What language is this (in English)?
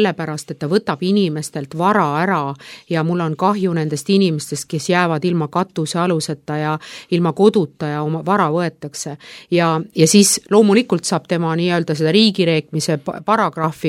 Estonian